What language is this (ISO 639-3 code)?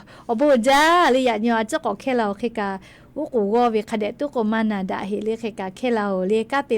lhu